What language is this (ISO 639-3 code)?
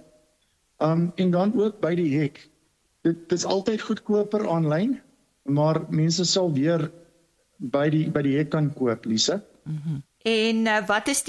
afr